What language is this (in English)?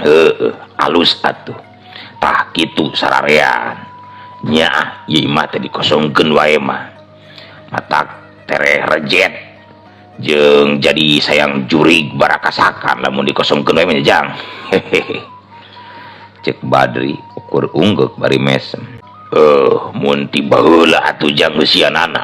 Sundanese